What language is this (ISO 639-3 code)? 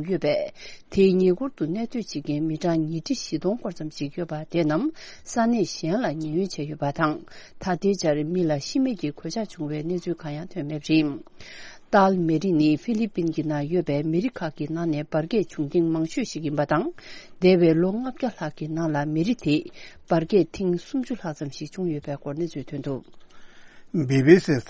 bod